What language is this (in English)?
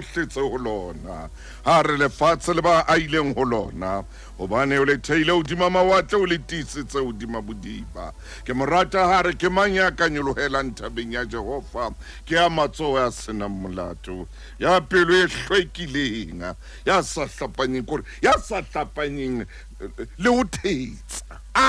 Southern Sotho